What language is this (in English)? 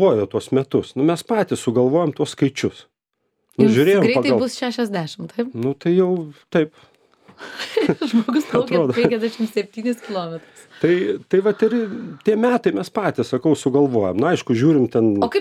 Lithuanian